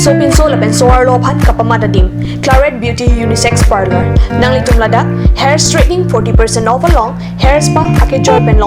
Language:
Karbi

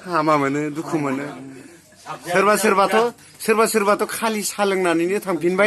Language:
Bodo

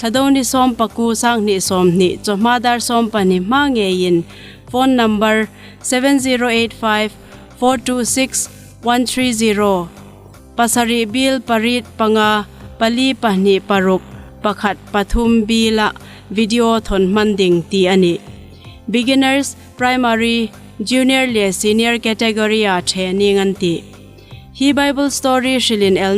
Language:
Hmar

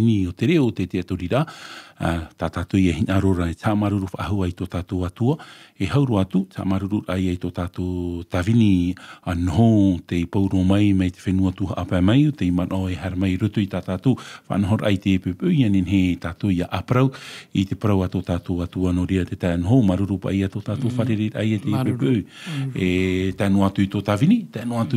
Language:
Tahitian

